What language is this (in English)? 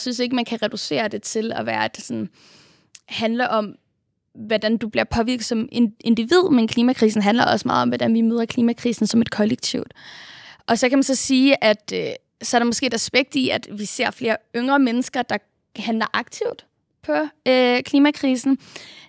Danish